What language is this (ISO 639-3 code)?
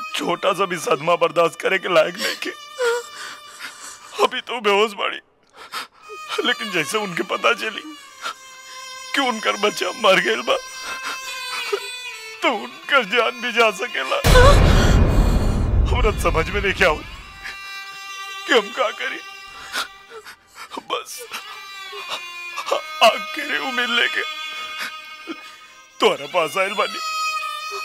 bho